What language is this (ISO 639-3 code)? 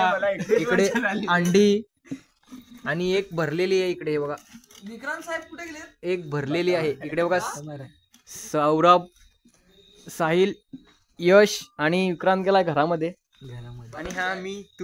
mar